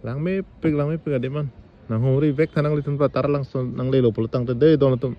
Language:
Karbi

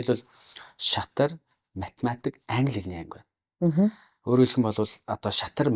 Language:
Mongolian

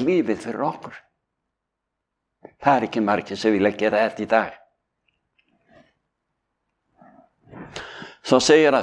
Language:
Icelandic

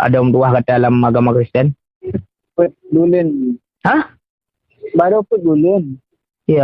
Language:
Achinese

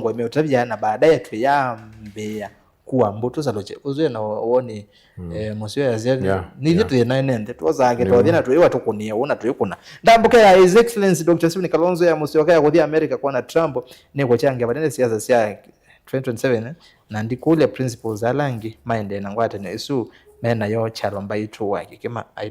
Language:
Kamba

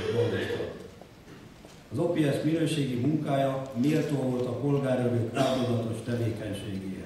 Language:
Hungarian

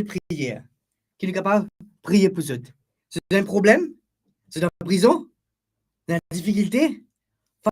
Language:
Morisyen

